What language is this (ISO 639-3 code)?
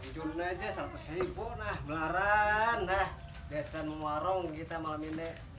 bjn